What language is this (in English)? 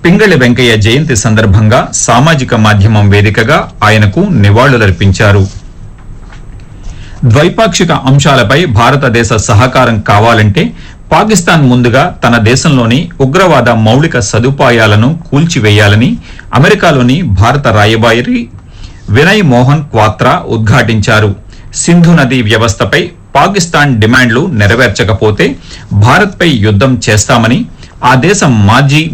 Telugu